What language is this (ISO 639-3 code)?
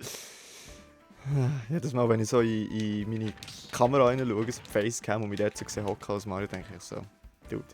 gsw